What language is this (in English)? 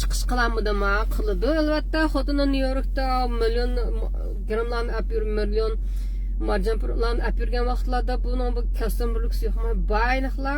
Uyghur